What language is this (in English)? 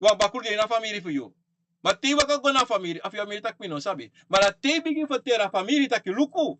Sranan Tongo